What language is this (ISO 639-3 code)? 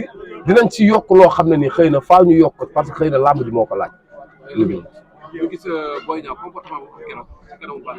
wol